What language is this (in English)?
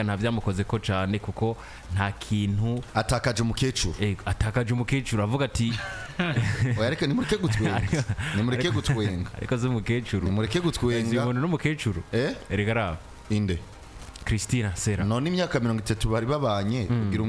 Rundi